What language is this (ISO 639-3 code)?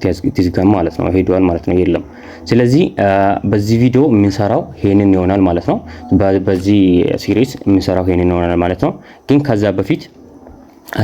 amh